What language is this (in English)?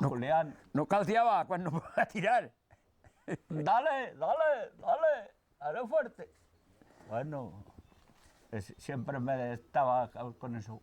Aragonese